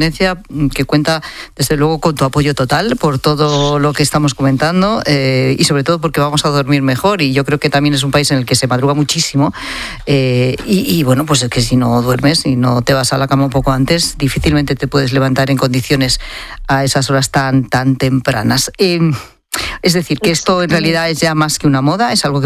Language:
Spanish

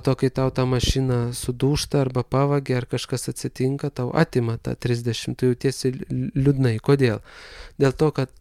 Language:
Lithuanian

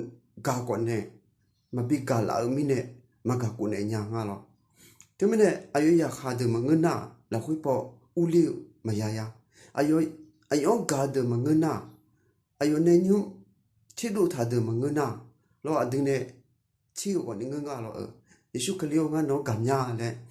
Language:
Akha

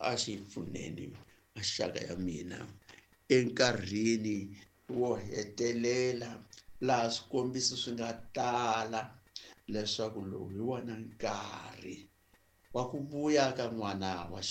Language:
Tsonga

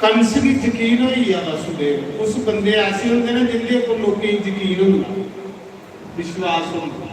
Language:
Dogri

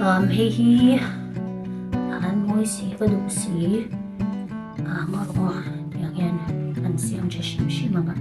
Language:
Mizo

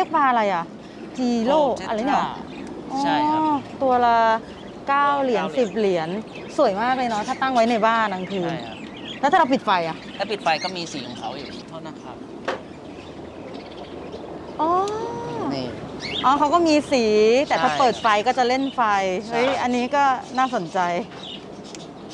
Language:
Thai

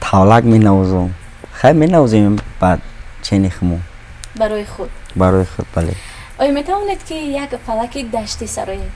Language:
Tajik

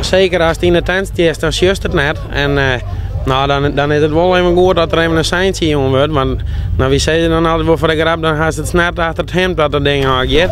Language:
Western Frisian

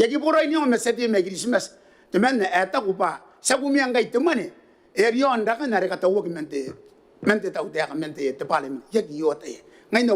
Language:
Gilbertese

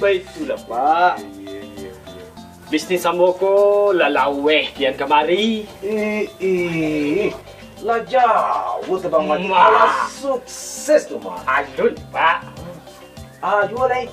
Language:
Minangkabau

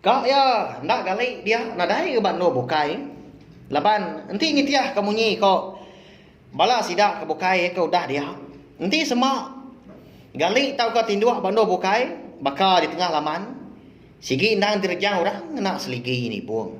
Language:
Iban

